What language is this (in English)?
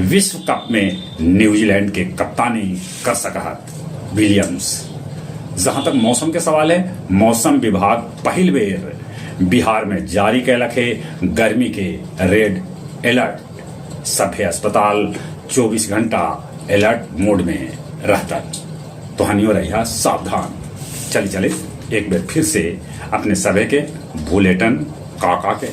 Magahi